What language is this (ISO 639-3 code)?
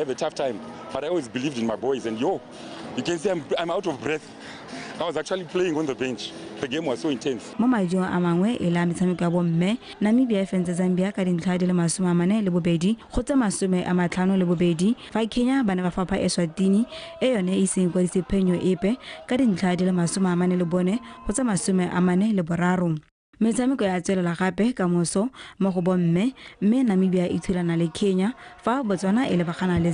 tsn